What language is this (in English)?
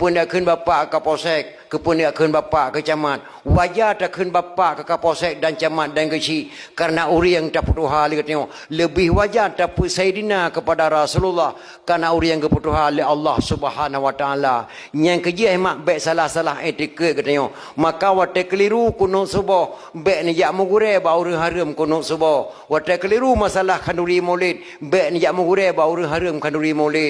Achinese